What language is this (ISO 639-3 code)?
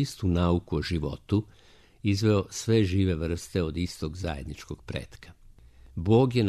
srp